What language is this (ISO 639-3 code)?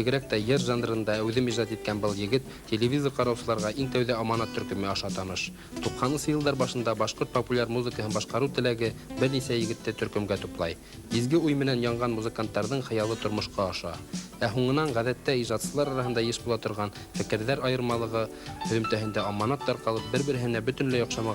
bak